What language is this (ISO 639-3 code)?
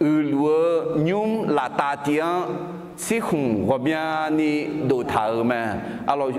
ahk